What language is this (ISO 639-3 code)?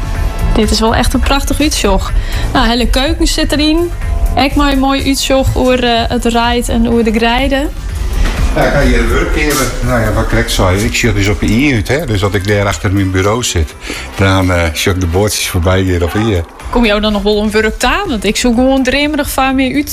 nld